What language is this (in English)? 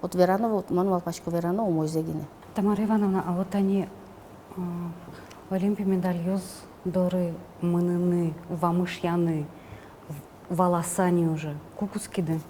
Udmurt